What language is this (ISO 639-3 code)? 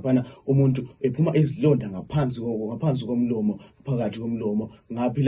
nde